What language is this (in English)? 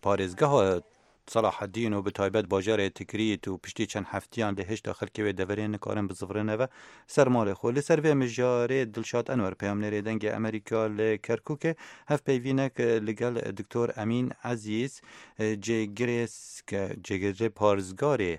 Kurdish